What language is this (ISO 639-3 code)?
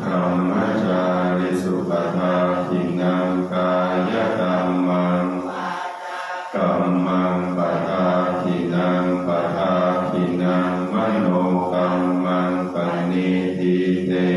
pli